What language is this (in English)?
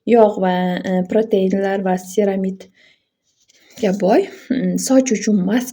Uzbek